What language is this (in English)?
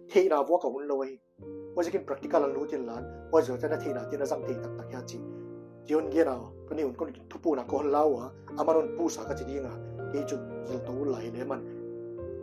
Paite Chin